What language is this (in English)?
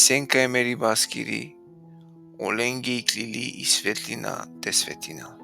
Balkan Romani